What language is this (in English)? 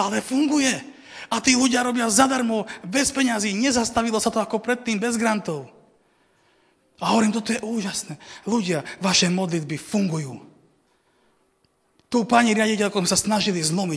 Slovak